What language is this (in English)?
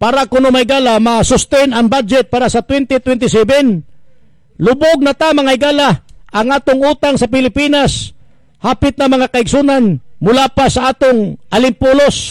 Cebuano